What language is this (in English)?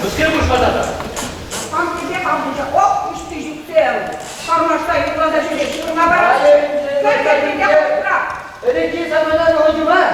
Chuvash